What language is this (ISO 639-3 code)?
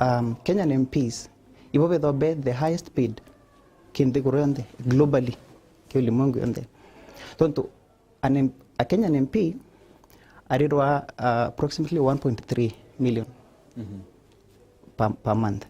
mer